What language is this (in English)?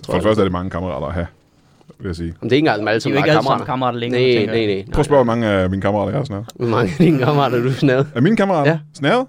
Danish